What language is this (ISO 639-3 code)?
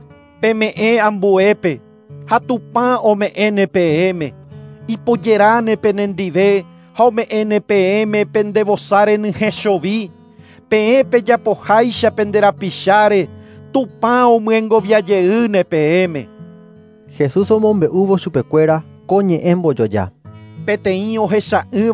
grn